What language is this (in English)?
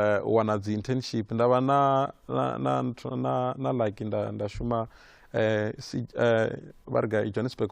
Venda